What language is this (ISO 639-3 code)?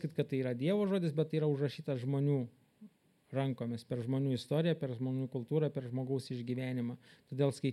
lit